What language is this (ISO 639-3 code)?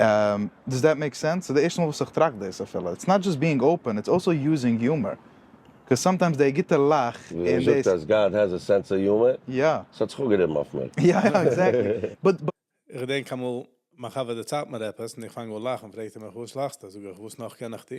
yid